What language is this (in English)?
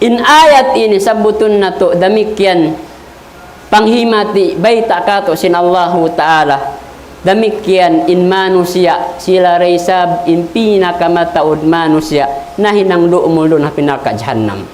Tausug